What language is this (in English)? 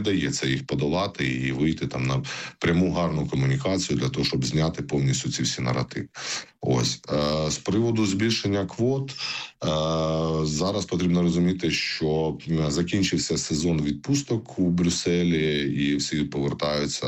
Ukrainian